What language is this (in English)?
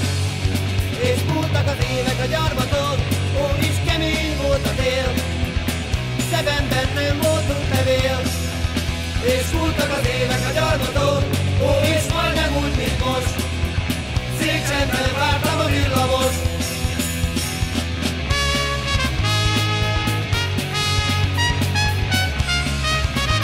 Hungarian